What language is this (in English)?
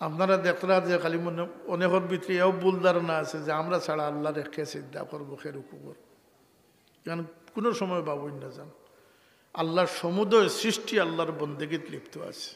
Sylheti